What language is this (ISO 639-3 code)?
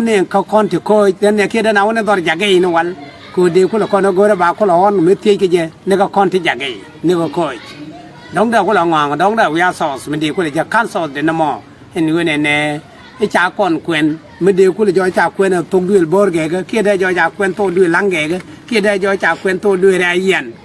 nus